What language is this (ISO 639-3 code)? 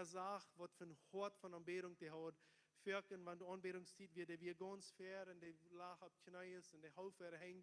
pdt